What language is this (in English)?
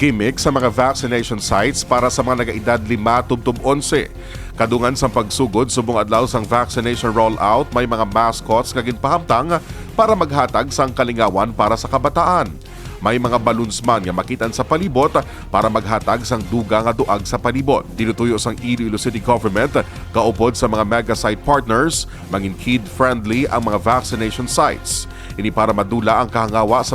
Hiligaynon